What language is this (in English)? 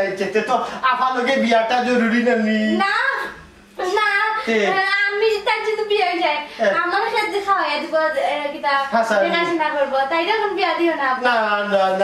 Sylheti